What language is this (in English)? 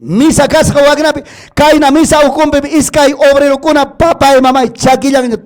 Ayacucho Quechua